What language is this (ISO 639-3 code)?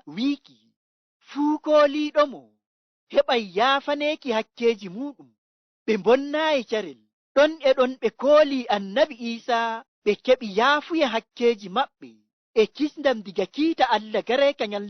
ful